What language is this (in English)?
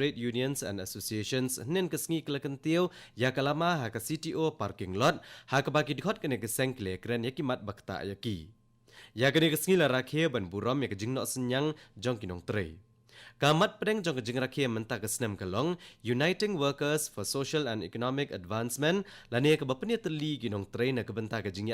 Khasi